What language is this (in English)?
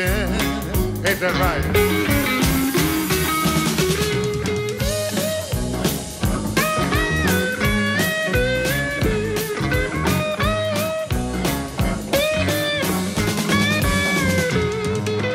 English